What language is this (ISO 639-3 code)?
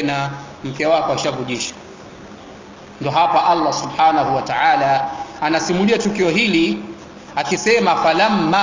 swa